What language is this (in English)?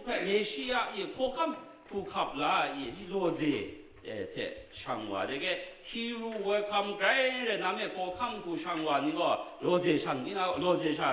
Kachin